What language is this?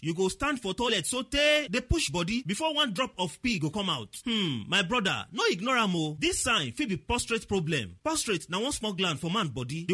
Nigerian Pidgin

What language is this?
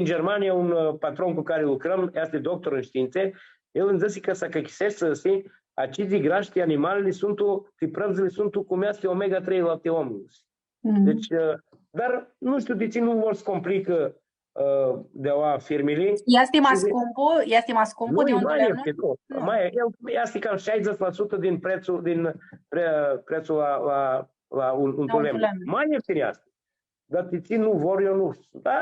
Aromanian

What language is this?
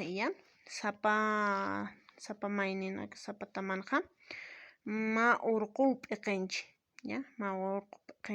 Aymara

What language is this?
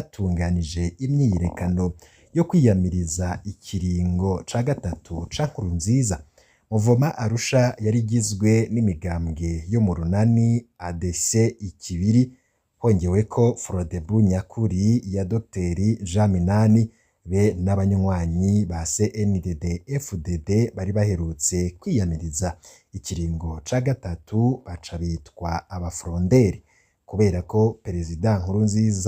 Rundi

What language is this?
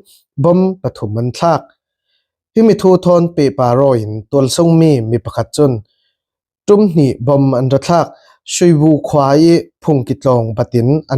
Falam Chin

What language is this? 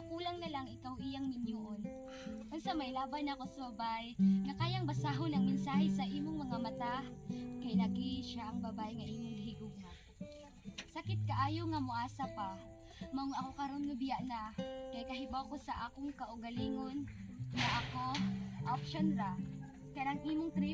Cebuano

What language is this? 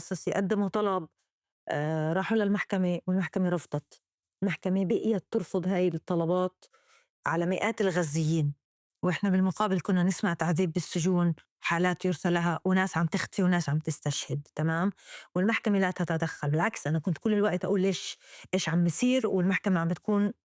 North Levantine Arabic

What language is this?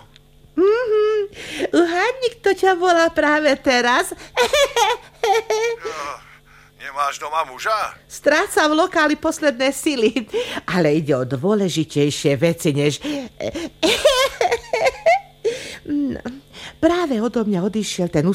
Slovak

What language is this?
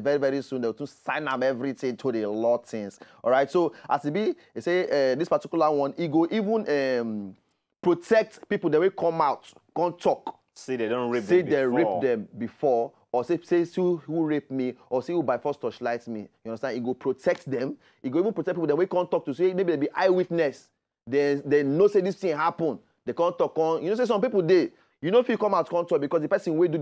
Nigerian Pidgin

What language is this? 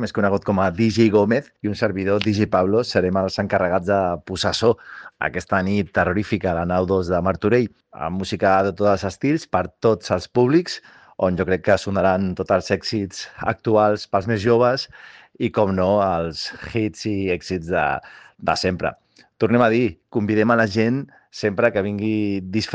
Catalan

